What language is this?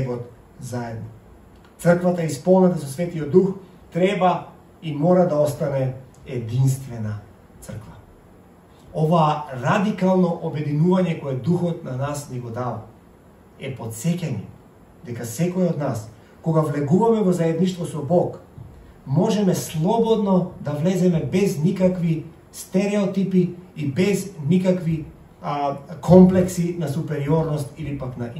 Macedonian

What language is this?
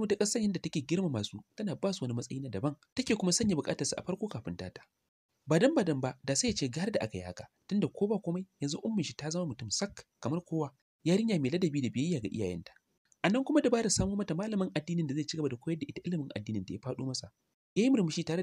Hausa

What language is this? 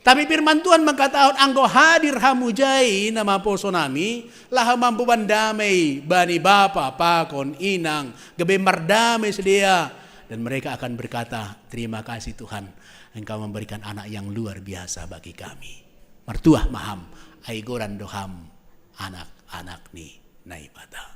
Batak Simalungun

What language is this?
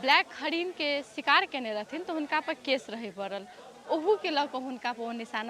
Maithili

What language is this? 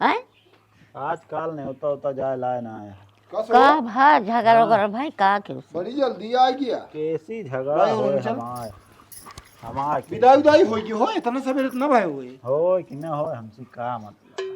Awadhi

